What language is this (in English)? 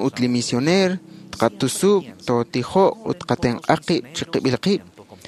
Kekchí